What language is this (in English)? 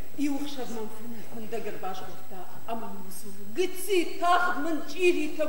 Ossetic